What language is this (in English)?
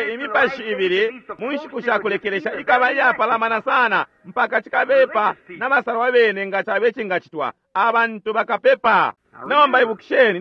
Bemba